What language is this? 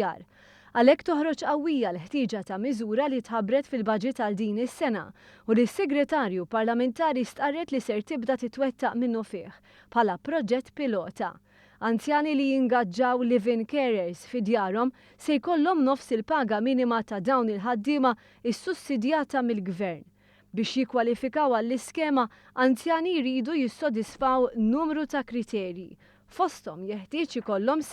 Maltese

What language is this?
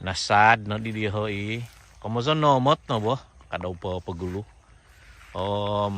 Central Dusun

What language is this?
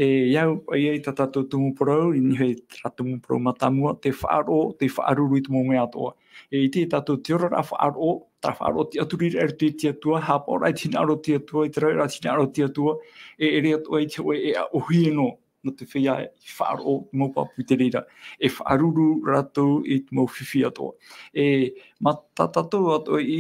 Tahitian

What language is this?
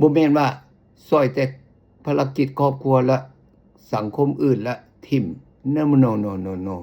Lao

